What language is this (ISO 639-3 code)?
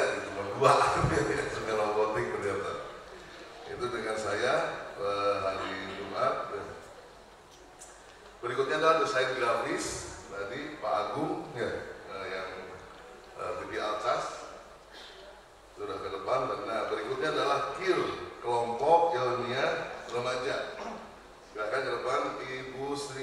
ind